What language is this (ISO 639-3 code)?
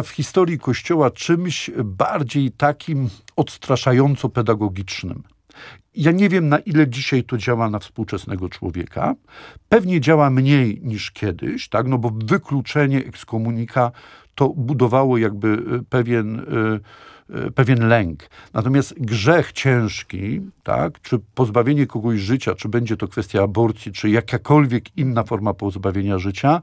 pol